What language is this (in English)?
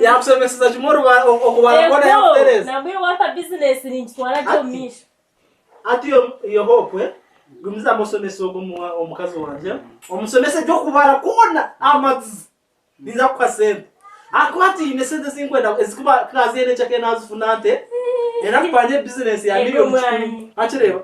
Nyankole